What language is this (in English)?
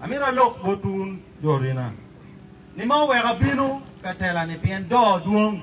Acoli